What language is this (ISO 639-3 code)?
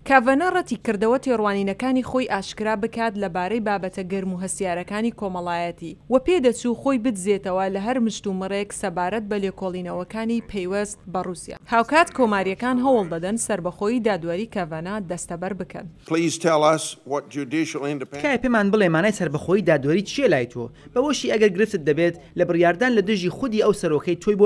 ckb